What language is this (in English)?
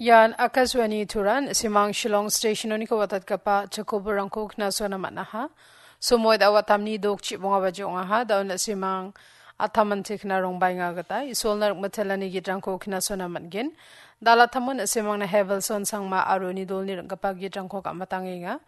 Garo